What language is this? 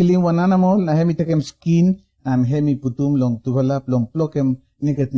Bislama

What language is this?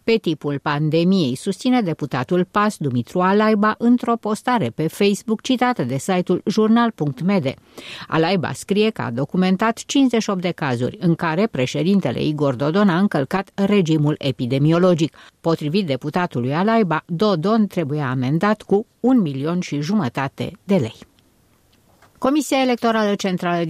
Romanian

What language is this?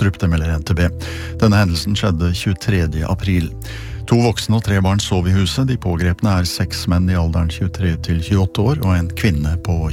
Norwegian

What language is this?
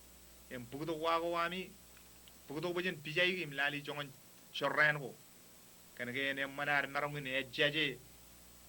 Marshallese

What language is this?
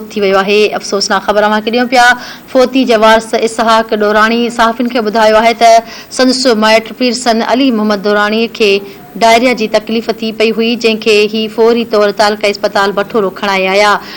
Sindhi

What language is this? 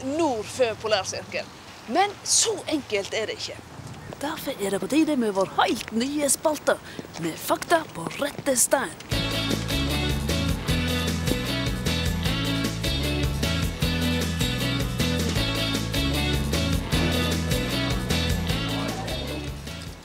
Norwegian Bokmål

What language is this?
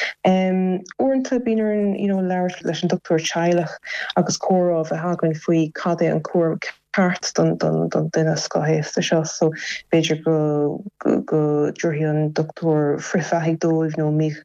Irish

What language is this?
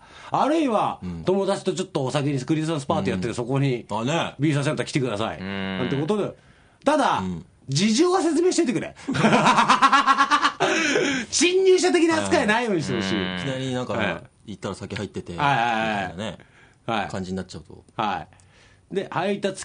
Japanese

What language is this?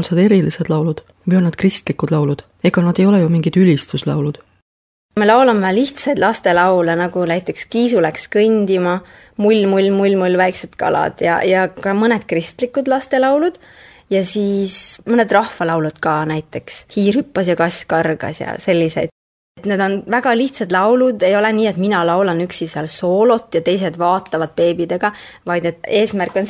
Estonian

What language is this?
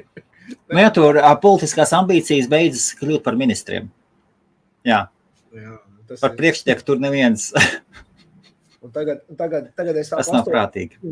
Latvian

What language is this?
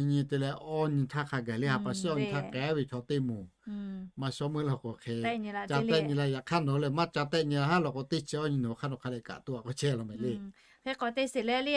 Lahu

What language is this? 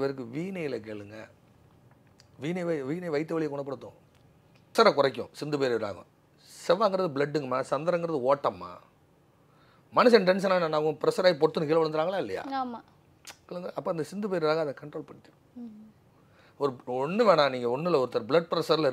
Tamil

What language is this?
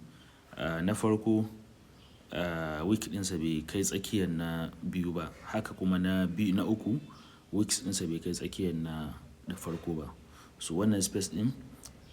Hausa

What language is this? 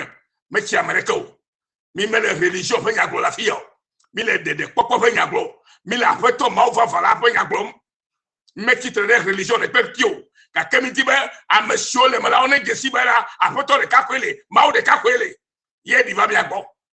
Ewe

